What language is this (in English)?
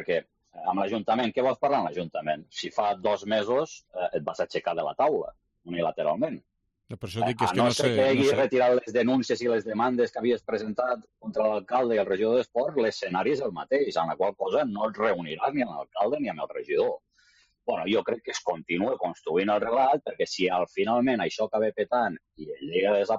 Catalan